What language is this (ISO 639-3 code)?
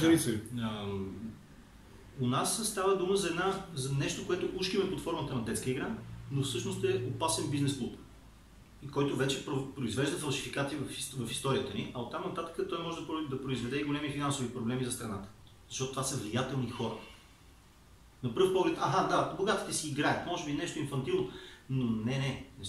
bul